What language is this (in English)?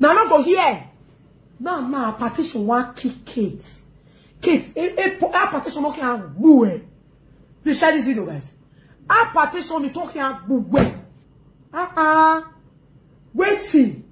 Nigerian Pidgin